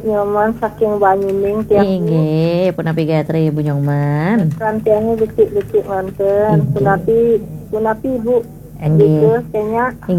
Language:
Balinese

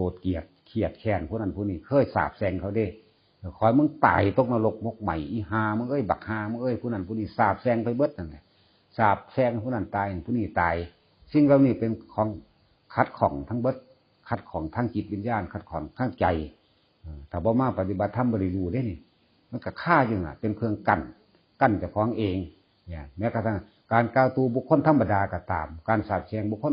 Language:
Northeastern Thai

